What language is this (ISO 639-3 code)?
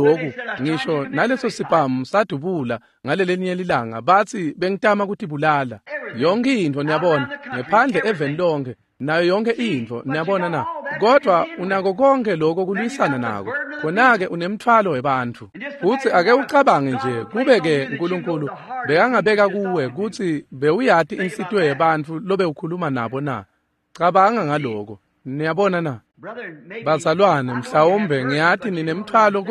ssw